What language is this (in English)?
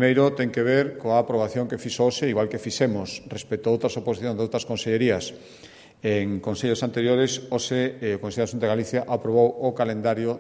Galician